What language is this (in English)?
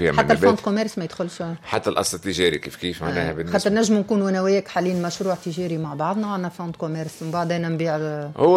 Tunisian Arabic